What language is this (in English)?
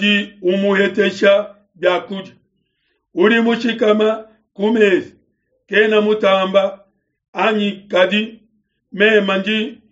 Luba-Lulua